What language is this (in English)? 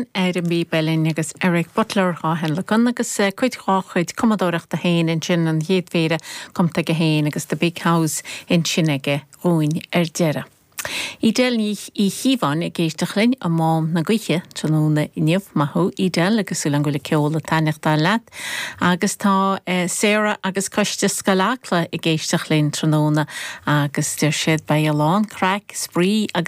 Irish